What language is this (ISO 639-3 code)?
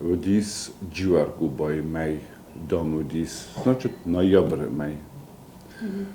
oss